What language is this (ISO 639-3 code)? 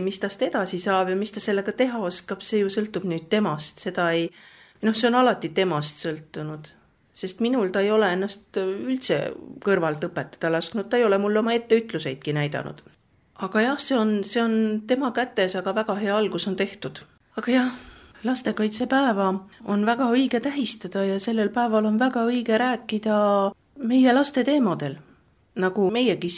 est